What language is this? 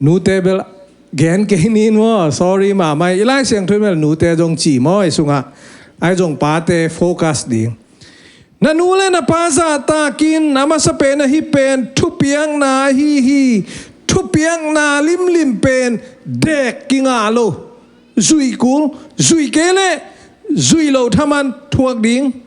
Tedim Chin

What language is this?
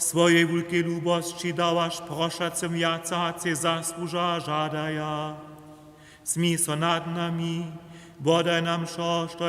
Upper Sorbian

